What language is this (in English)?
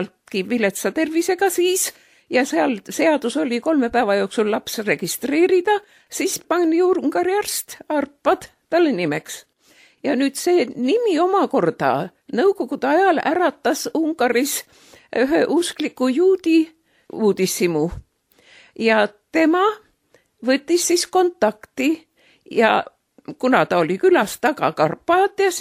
Estonian